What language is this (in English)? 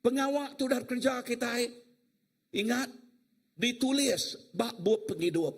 Iban